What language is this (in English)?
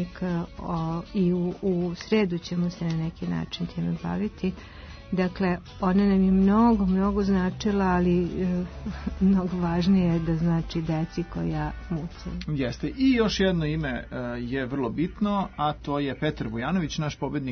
Serbian